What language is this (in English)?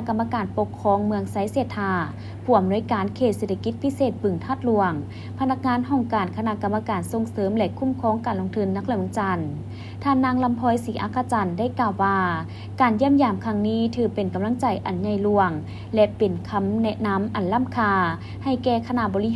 Lao